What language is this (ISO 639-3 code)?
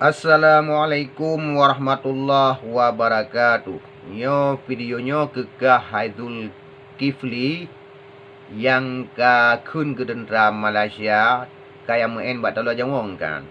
ace